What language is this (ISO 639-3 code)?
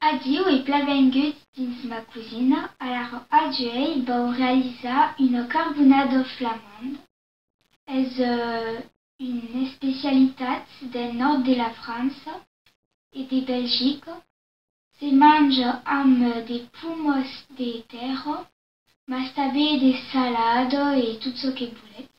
oci